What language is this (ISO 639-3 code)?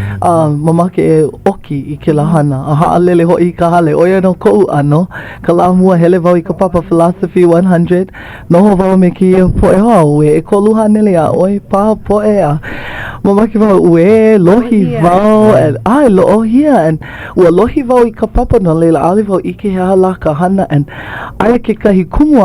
haw